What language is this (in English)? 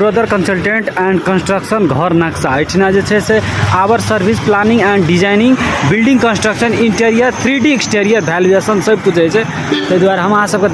Maithili